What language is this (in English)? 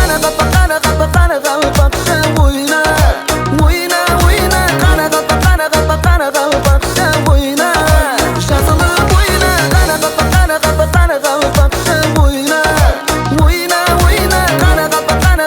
Kara-Kalpak